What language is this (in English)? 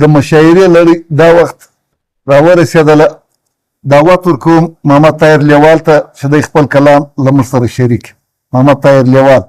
Pashto